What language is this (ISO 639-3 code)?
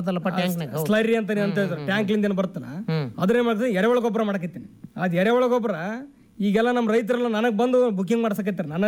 kan